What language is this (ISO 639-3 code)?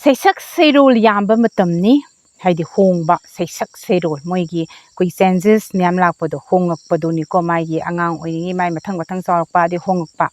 mni